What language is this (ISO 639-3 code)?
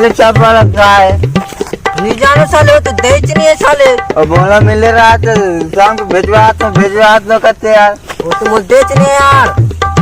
hne